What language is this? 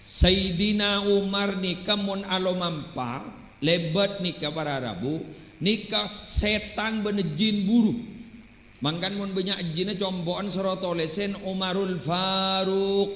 Madurese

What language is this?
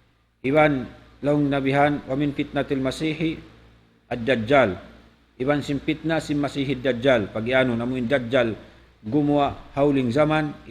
Tausug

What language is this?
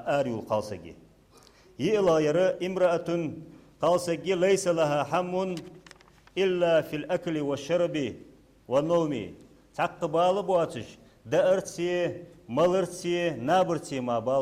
Ingush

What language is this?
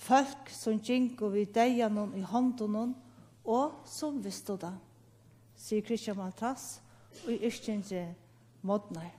Faroese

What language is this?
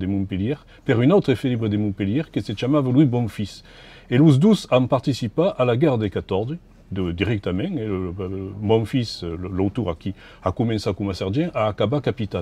Occitan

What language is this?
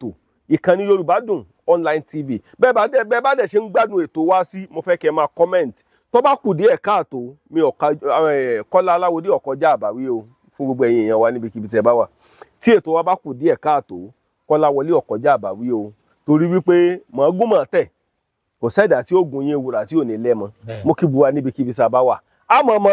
Yoruba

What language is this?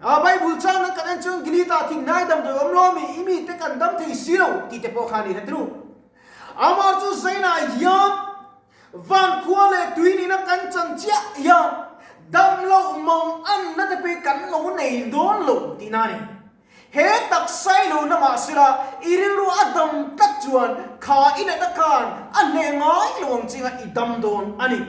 Mizo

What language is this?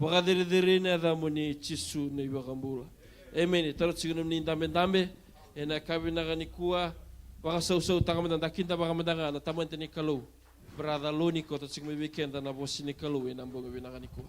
Fijian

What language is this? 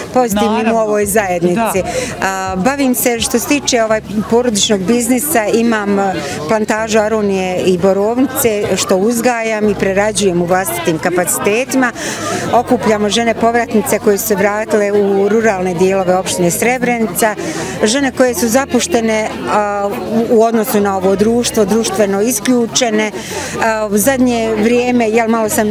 Bosnian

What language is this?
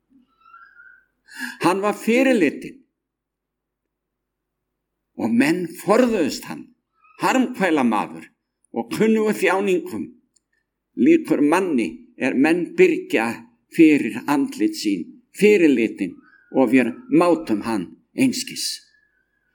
Icelandic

